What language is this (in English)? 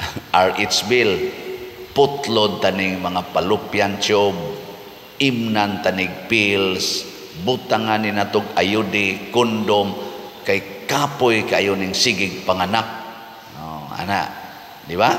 Cebuano